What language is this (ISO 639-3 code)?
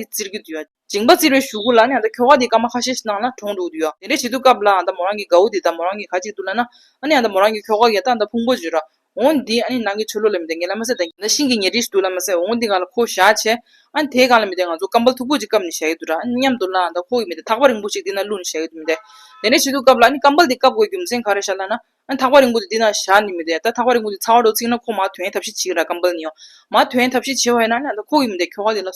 bod